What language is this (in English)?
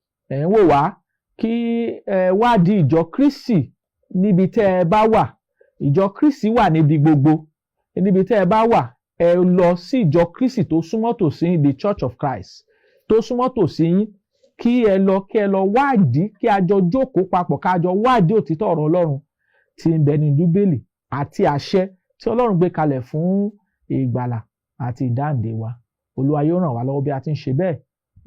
Yoruba